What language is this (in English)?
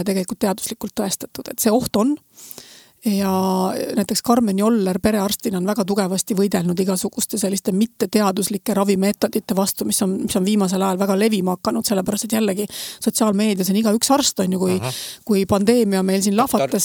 Estonian